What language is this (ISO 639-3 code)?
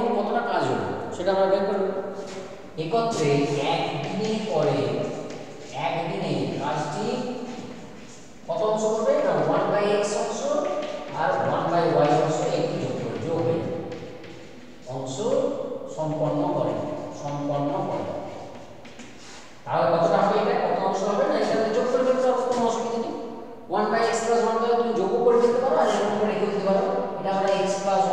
ben